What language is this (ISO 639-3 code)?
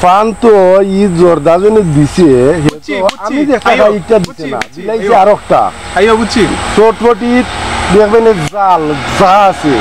syl